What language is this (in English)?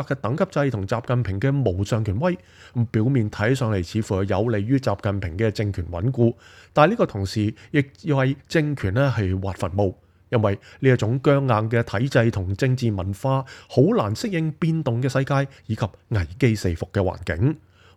Cantonese